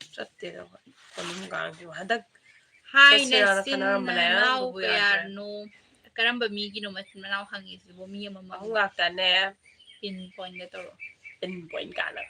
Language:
Manipuri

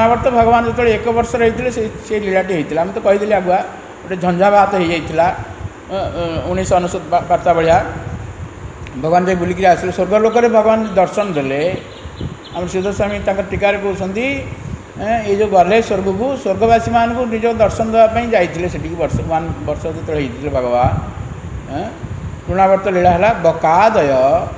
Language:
Odia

